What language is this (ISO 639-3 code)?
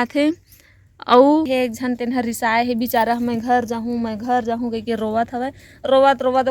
hne